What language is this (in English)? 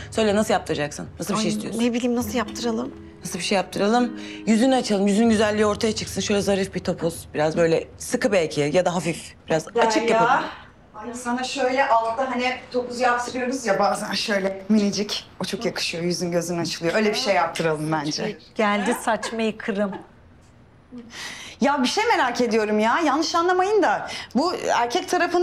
Turkish